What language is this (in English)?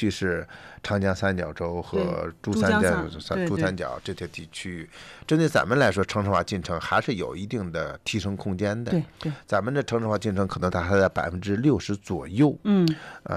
Chinese